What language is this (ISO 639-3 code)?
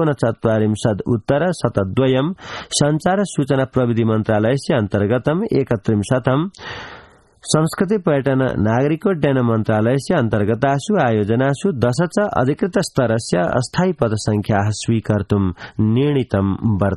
san